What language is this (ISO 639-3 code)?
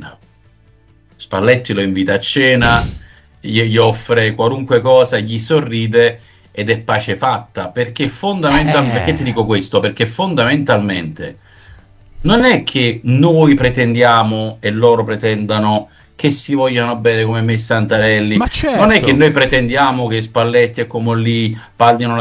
ita